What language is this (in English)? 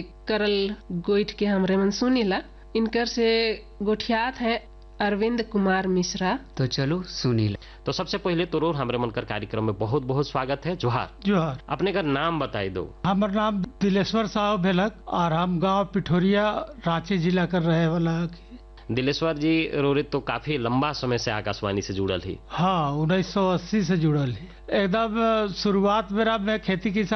Sadri